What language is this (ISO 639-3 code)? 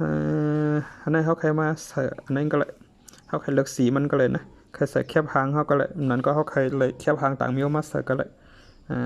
shn